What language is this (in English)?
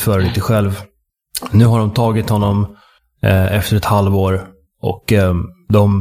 Swedish